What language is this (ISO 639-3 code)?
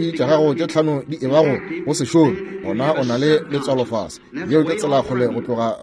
nso